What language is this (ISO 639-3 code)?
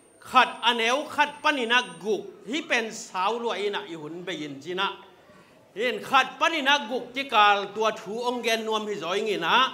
ctd